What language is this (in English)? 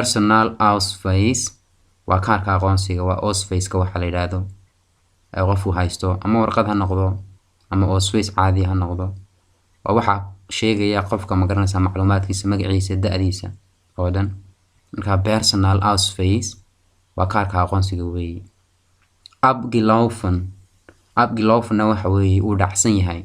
Somali